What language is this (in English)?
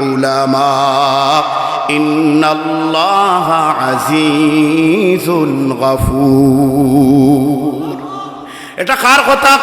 Sylheti